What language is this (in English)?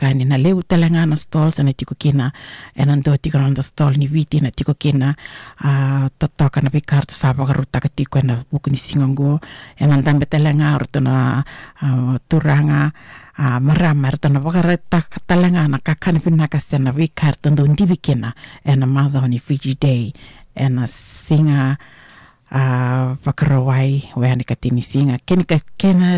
Fijian